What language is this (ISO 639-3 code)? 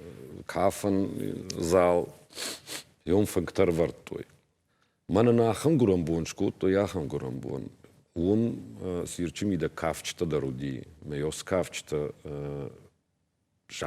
oss